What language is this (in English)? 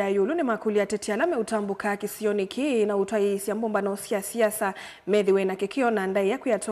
Kamba